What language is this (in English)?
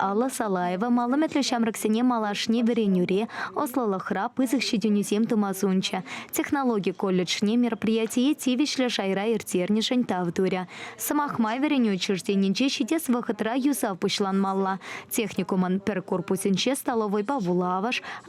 Chuvash